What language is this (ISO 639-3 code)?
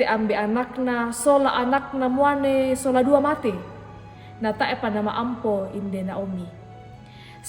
sda